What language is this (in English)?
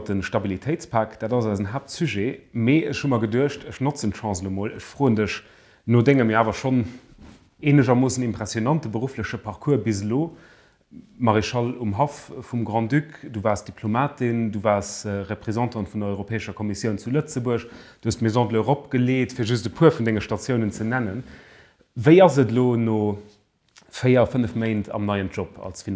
Luxembourgish